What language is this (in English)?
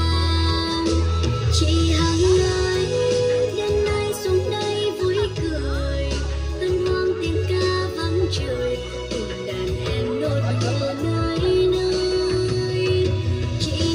Vietnamese